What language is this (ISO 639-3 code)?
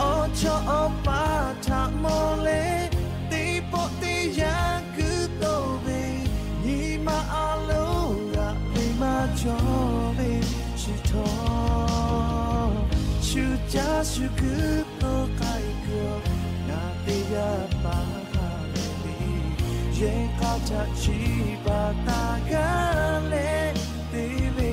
lhu